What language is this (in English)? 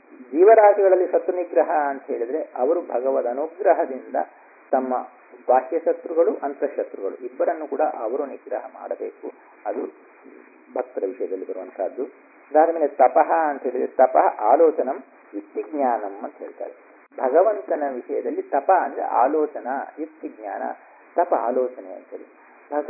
Kannada